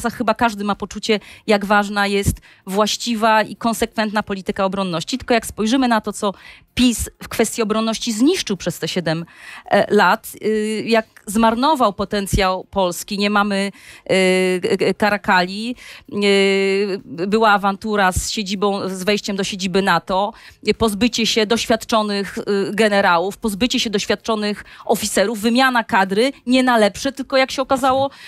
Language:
Polish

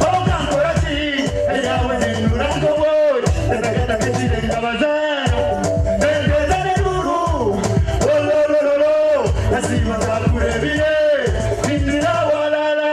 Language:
Nyankole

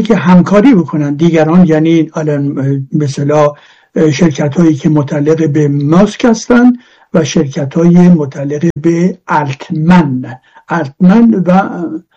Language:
Persian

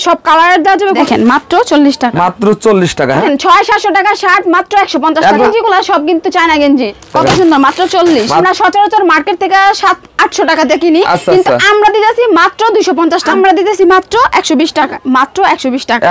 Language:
Bangla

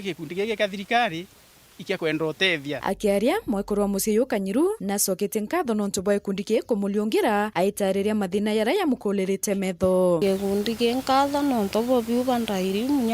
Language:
Meru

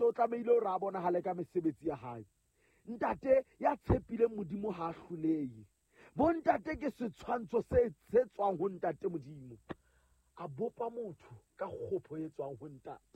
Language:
Southern Sotho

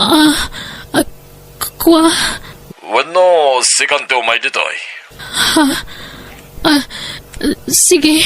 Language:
Iloko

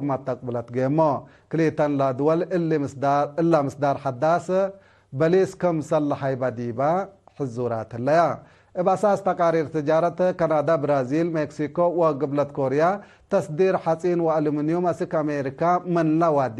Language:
Tigre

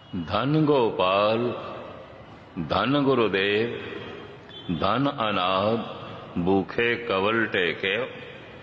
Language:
Punjabi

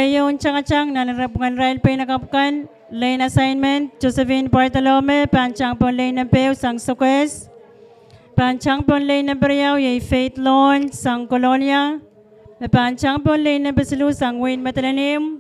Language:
Pohnpeian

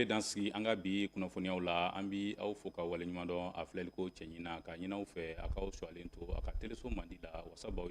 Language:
Bambara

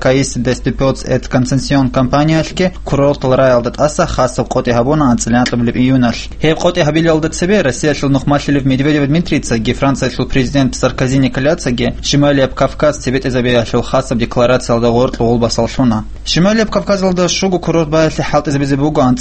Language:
Avaric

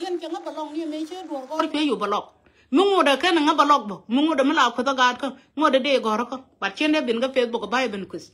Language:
Nuer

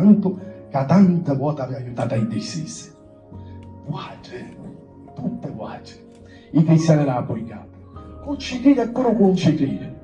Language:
Sicilian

